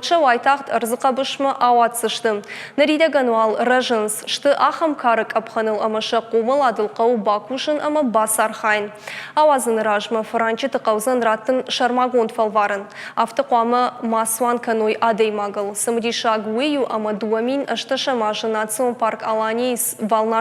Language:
Ossetic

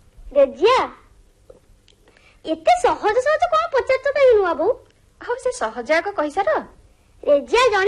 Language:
Odia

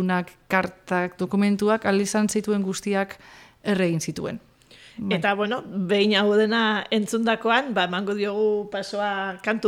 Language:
Basque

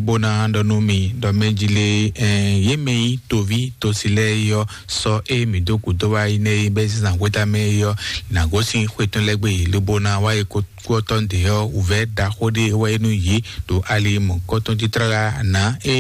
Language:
Fon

